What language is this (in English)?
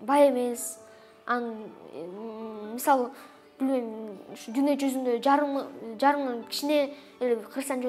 Kyrgyz